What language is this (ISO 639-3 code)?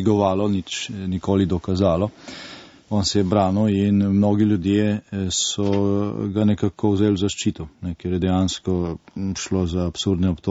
slv